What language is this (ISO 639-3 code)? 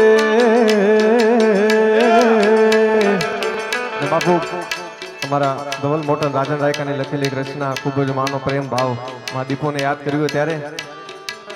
guj